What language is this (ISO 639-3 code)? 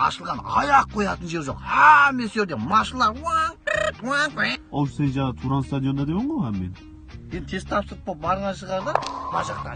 kaa